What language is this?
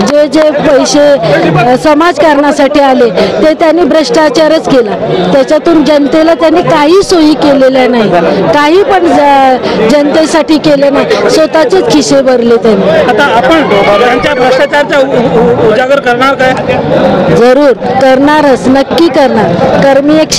Marathi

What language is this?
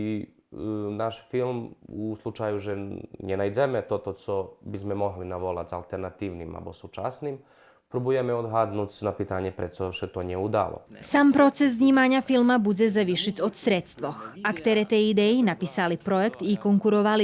Rusyn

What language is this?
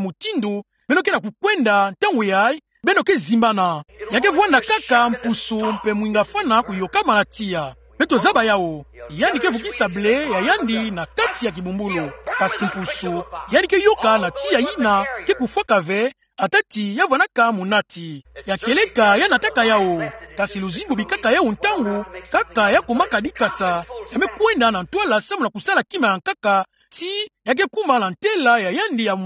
Kituba (Democratic Republic of Congo)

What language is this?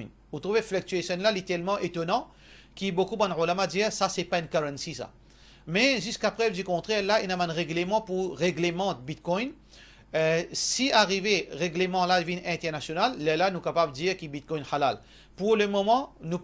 Morisyen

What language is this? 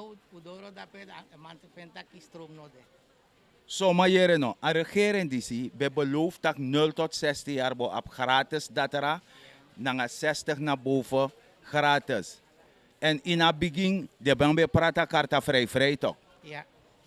Sranan Tongo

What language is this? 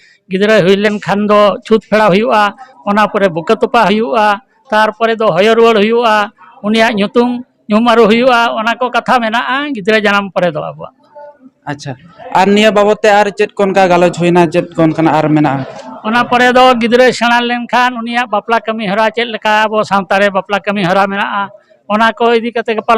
Santali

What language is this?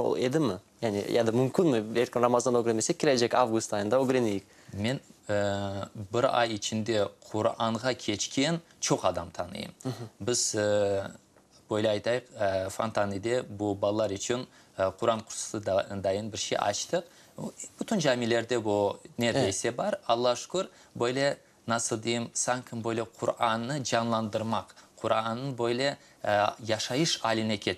Crimean Tatar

